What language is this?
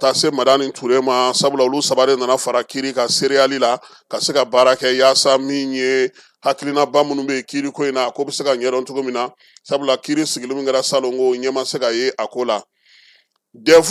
Bambara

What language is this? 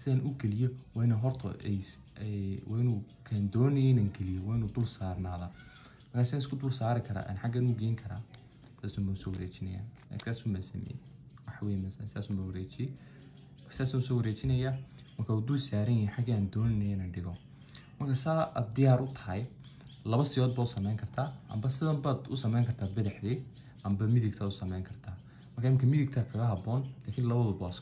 Somali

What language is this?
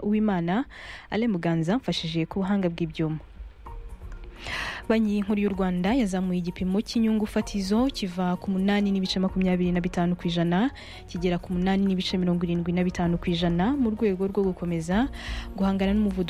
Kinyarwanda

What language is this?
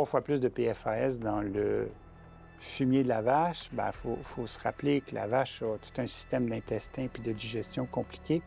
French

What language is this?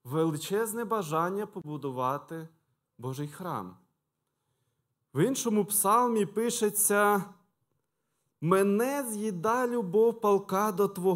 Ukrainian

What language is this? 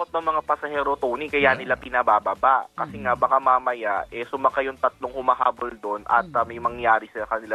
Filipino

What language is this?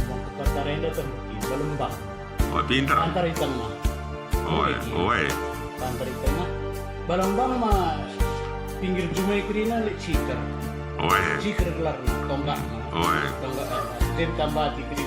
Batak Karo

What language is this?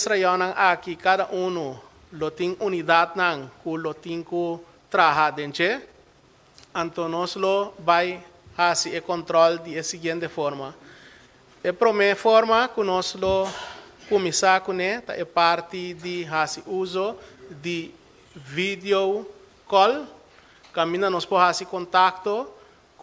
Papiamento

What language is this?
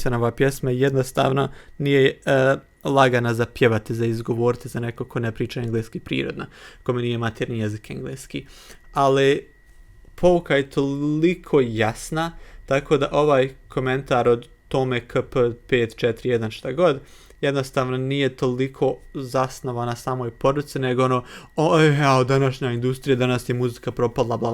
Bosnian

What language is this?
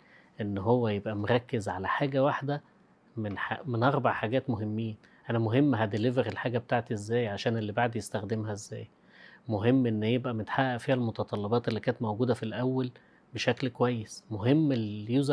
Egyptian Arabic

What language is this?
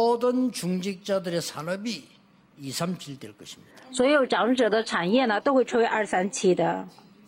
Korean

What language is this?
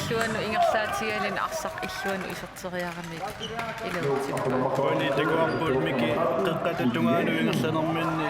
Kalaallisut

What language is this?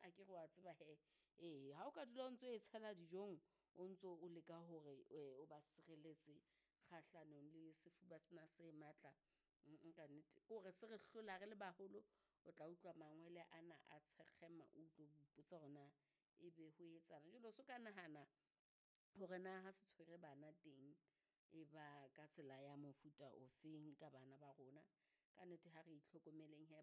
Southern Sotho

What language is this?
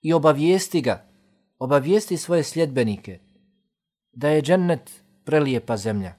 Bosnian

